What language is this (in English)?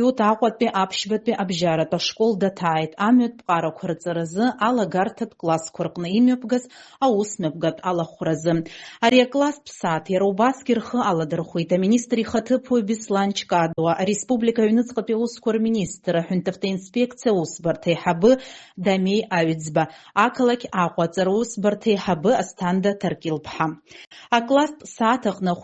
Abkhazian